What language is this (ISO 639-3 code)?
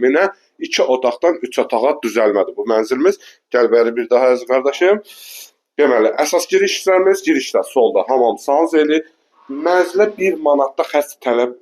aze